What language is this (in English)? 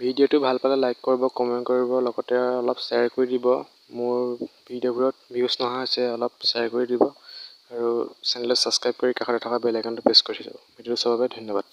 Assamese